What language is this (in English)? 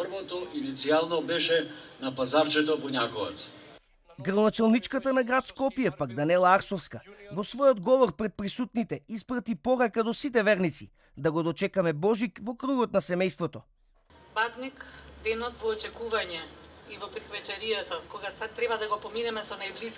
Macedonian